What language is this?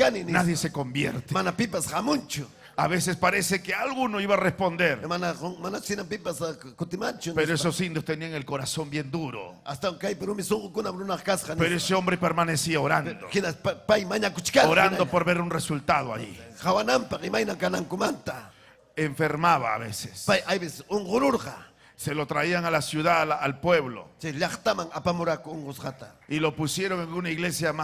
Ayacucho Quechua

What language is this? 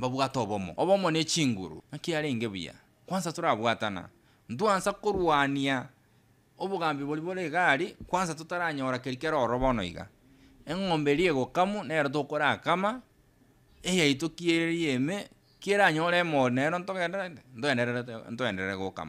Gusii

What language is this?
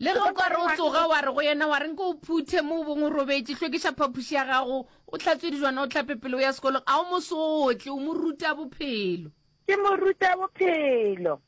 Northern Sotho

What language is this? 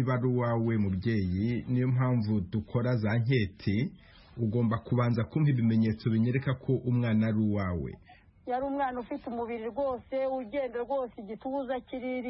Kinyarwanda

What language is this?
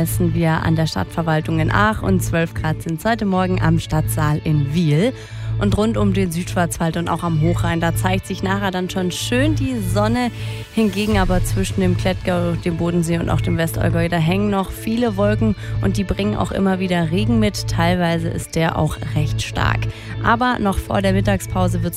German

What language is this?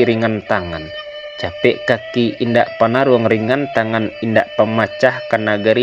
Minangkabau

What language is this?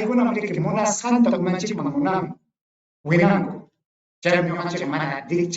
Ayacucho Quechua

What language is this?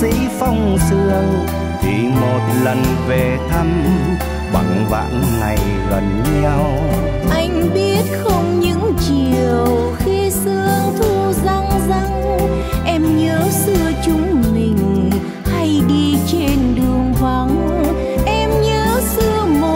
Vietnamese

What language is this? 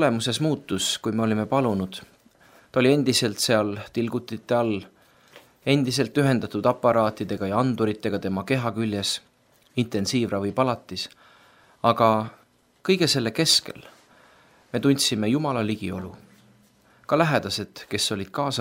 Estonian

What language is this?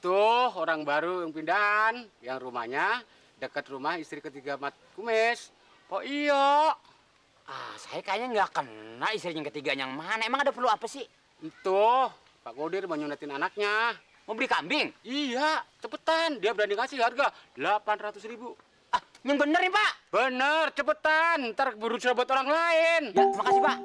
Betawi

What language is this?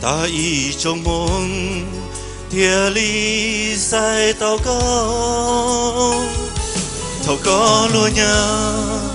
Hmong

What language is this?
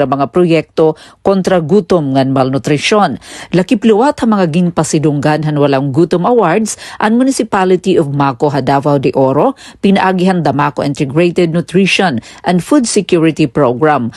Waray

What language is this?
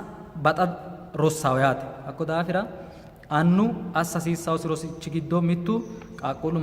Sidamo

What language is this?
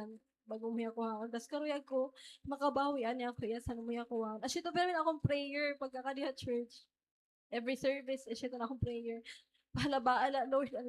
Waray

